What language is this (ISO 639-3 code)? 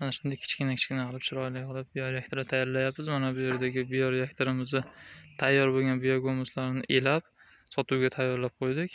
uzb